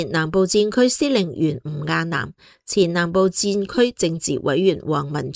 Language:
Cantonese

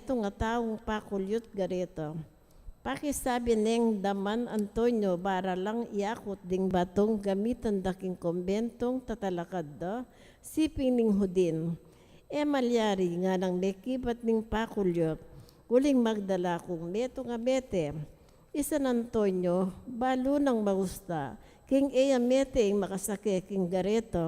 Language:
Pampanga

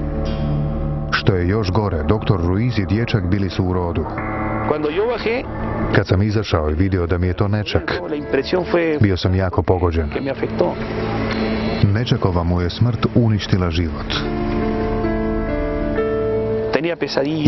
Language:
Croatian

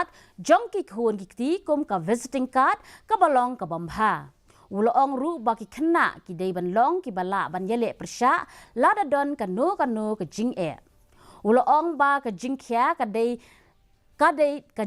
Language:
Khasi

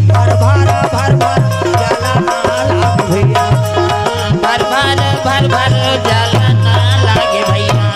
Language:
Chhattisgarhi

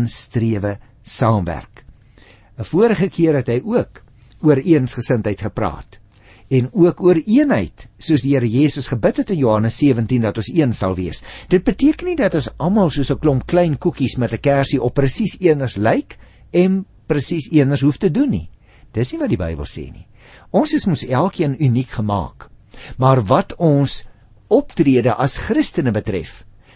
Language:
Afrikaans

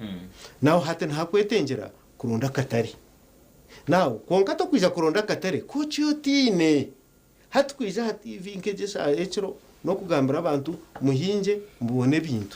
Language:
Nyankole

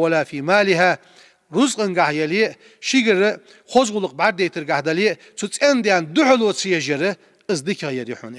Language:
Ingush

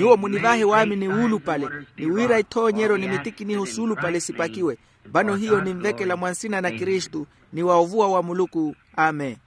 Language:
Makhuwa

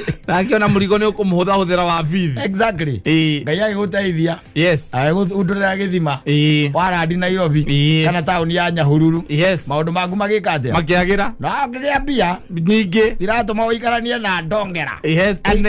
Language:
Kikuyu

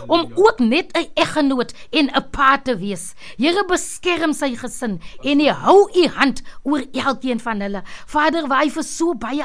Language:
Afrikaans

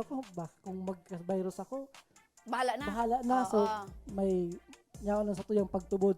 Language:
Bikol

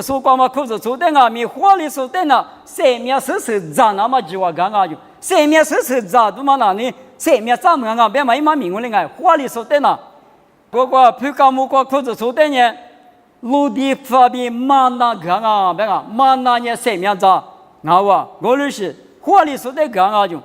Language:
Lisu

